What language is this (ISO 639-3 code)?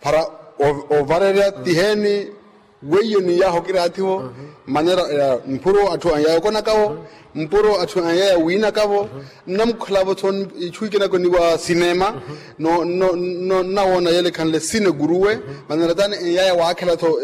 vmw